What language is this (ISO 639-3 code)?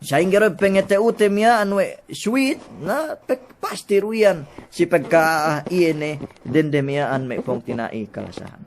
yka